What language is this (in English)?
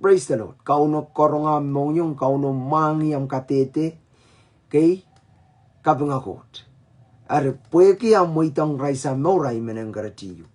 Pohnpeian